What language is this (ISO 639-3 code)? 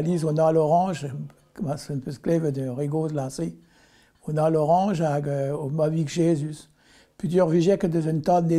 bre